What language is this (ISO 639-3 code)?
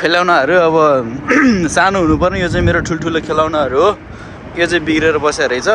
nep